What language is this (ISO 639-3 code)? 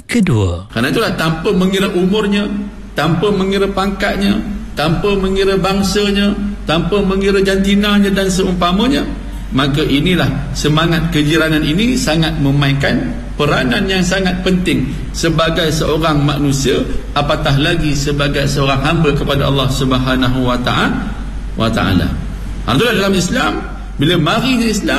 msa